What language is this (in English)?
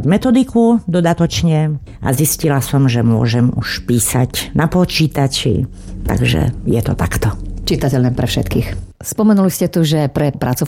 Slovak